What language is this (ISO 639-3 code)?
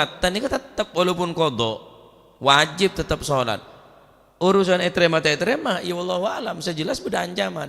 mad